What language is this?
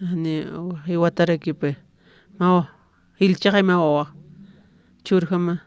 Aymara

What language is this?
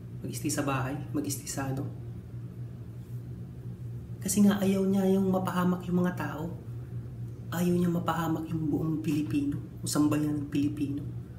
Filipino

